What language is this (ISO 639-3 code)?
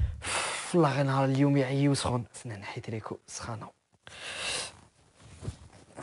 arq